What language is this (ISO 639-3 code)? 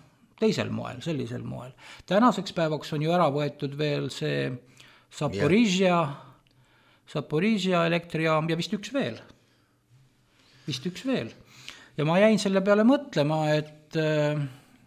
est